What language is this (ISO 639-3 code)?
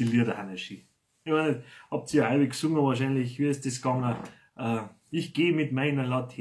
bar